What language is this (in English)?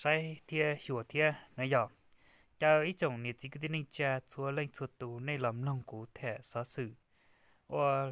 Hmong